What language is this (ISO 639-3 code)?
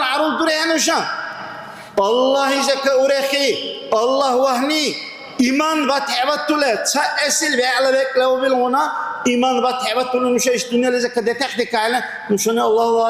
dar